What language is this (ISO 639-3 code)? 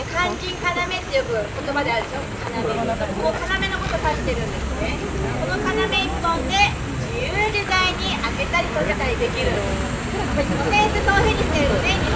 jpn